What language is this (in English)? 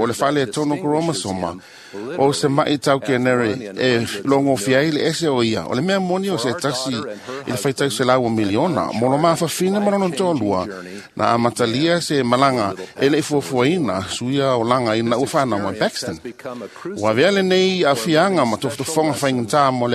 Samoan